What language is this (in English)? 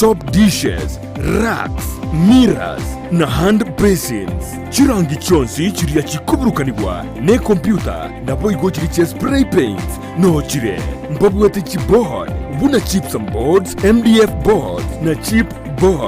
Gusii